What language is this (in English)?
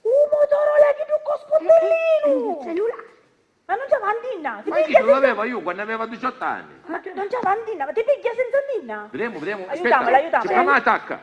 Sicilian